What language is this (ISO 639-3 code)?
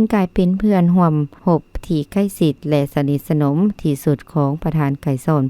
lao